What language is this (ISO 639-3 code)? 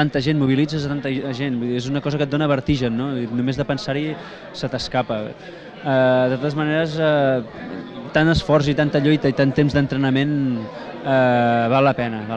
cat